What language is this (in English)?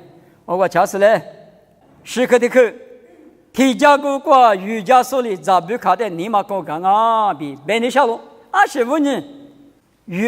Lisu